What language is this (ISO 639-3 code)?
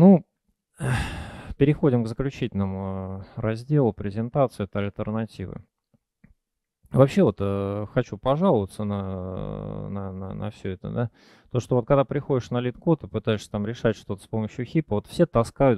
rus